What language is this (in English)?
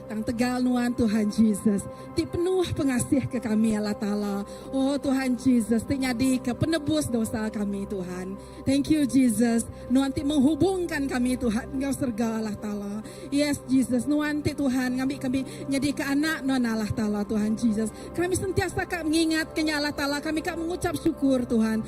Iban